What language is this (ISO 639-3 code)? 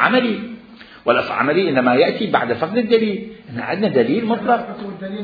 acm